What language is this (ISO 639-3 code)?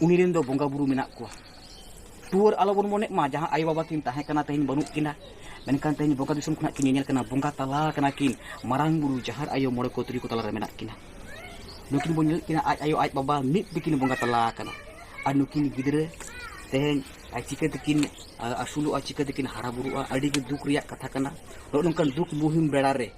sat